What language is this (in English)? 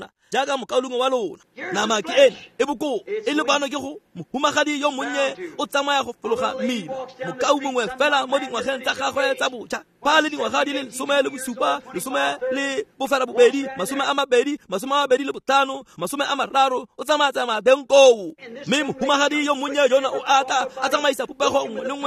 Tswana